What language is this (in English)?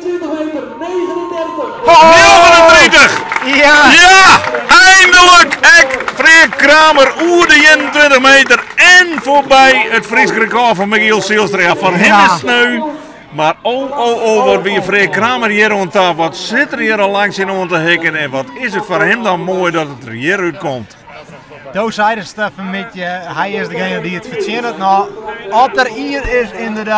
Western Frisian